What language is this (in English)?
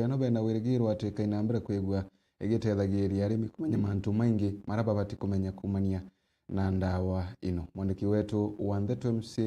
Meru